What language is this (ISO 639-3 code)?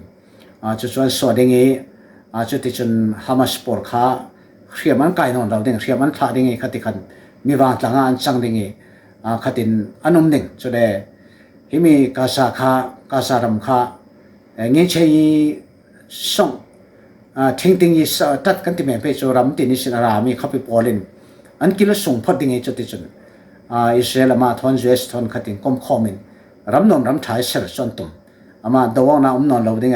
cfm